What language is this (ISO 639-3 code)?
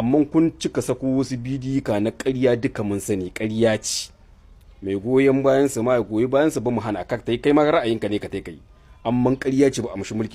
hau